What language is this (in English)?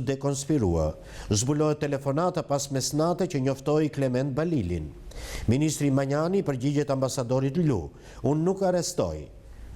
Albanian